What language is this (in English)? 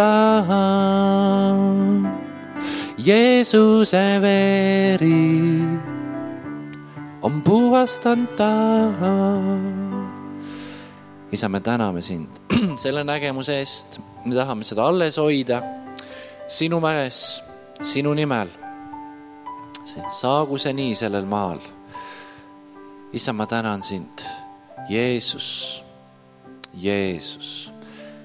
Estonian